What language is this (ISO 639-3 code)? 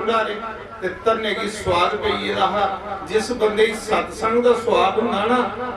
doi